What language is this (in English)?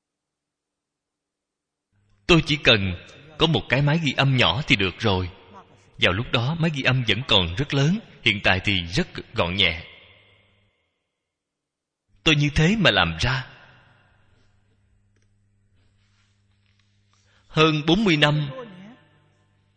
Vietnamese